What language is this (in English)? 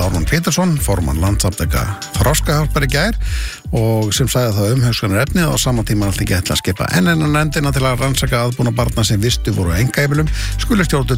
Icelandic